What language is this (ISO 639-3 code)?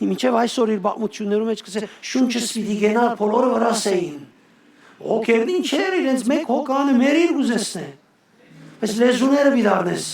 hyw